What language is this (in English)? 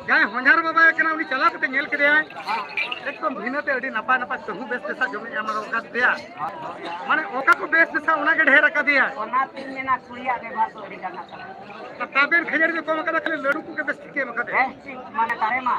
Santali